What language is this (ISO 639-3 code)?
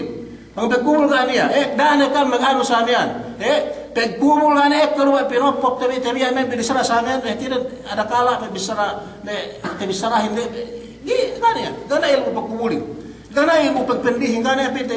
yka